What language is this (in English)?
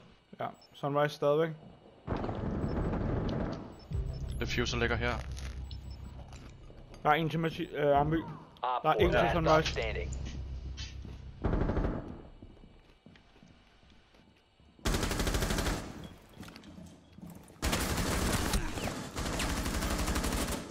Danish